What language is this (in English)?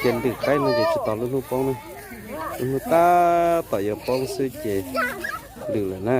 Hmong